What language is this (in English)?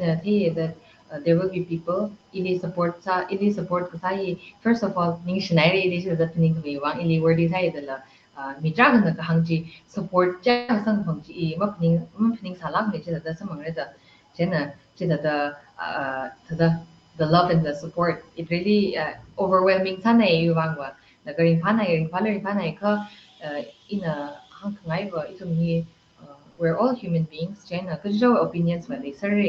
Tangkhul Naga (India)